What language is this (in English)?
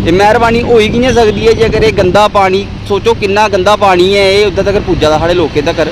Dogri